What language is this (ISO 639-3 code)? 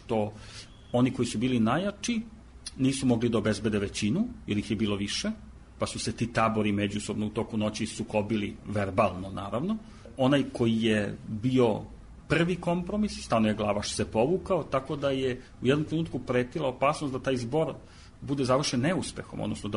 srp